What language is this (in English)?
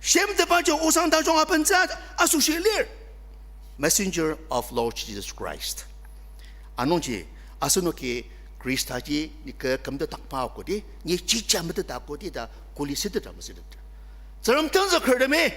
Ao Naga